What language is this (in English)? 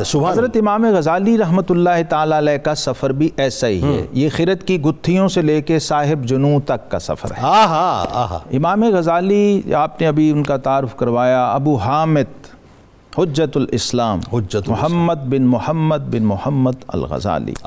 Urdu